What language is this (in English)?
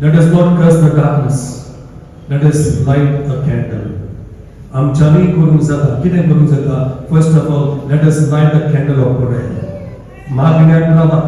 Konkani